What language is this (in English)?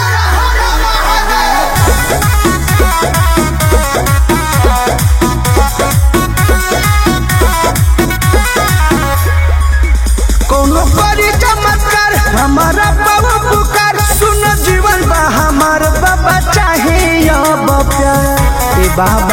Bhojpuri